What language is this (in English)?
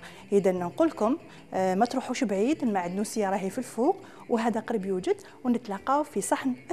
Algerian Arabic